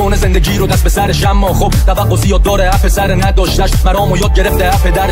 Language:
Persian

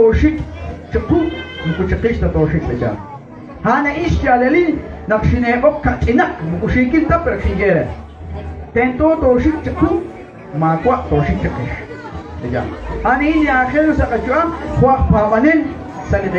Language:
Kekchí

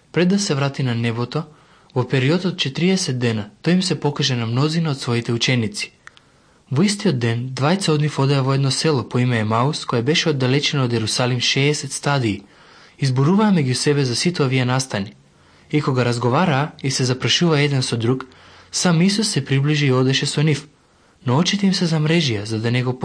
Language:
Macedonian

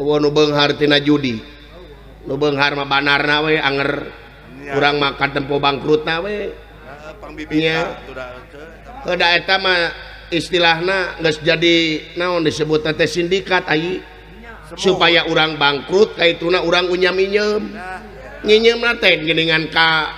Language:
Sundanese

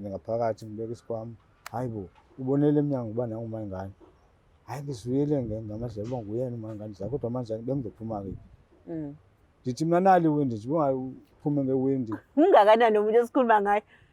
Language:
Zulu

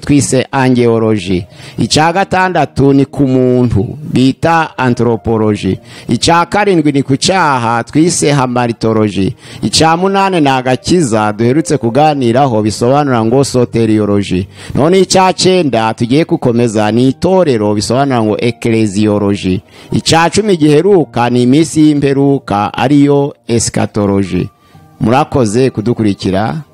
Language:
Kinyarwanda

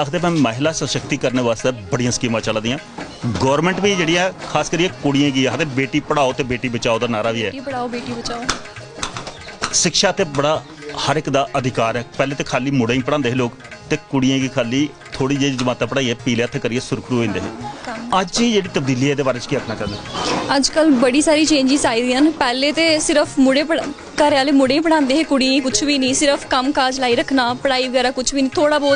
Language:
Dogri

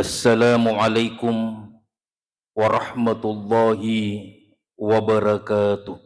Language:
Buginese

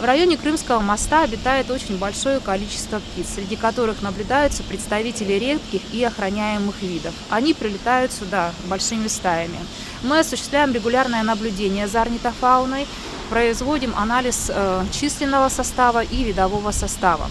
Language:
Crimean Tatar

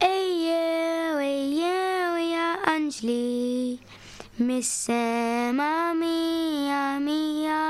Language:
Maltese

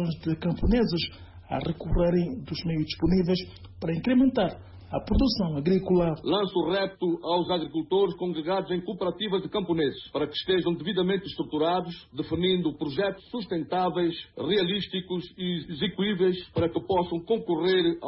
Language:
Portuguese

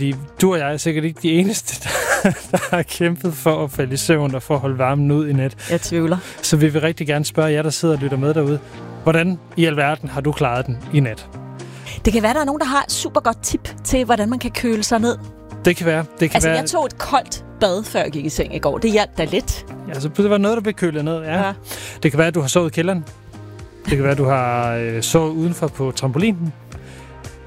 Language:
Danish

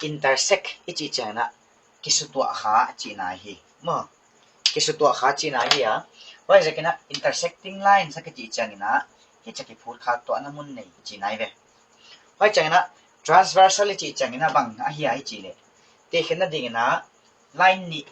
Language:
Paite Chin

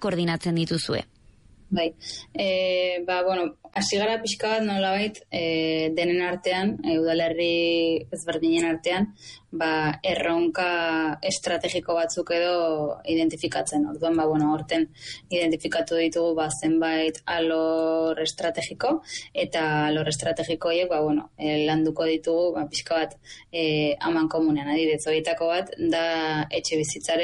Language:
Basque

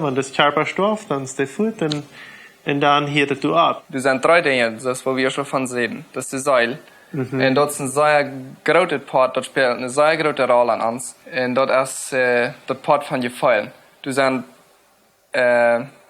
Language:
Plautdietsch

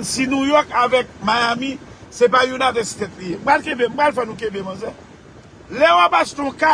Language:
Haitian Creole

